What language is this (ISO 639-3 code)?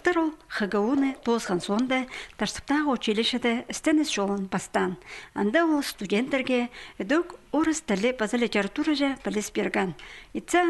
kjh